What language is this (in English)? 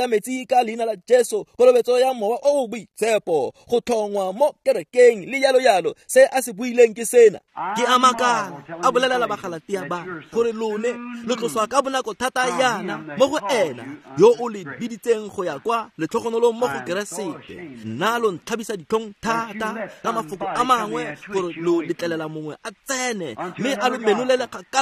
Tswana